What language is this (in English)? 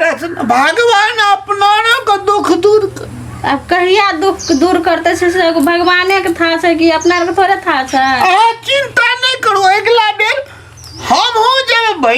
Maithili